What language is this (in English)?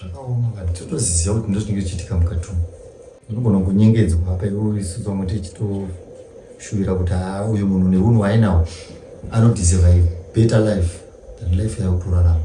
Shona